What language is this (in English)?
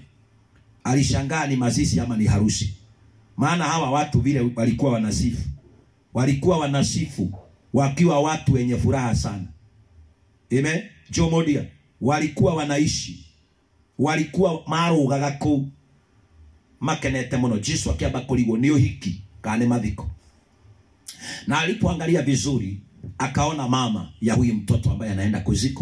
Swahili